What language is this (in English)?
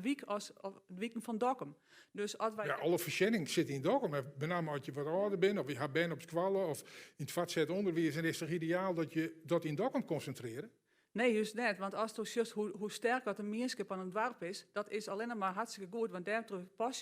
Western Frisian